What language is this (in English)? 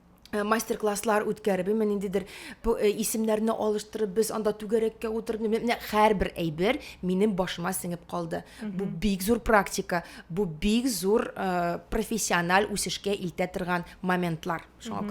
Tatar